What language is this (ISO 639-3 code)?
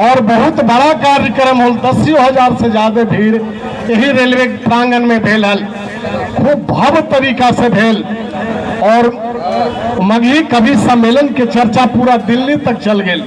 mag